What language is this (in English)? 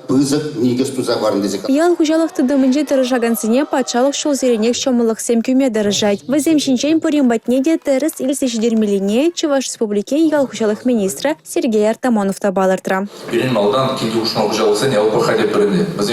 Chuvash